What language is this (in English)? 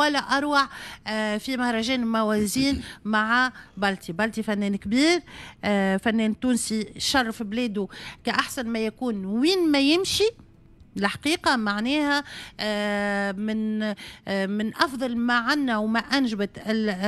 Tunisian Arabic